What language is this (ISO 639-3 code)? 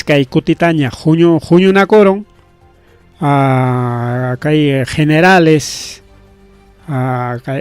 quy